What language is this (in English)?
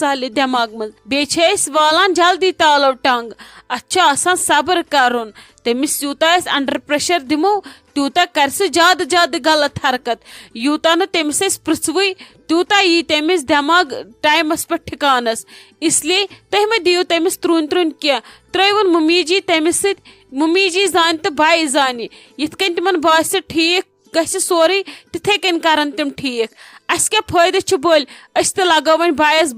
Kashmiri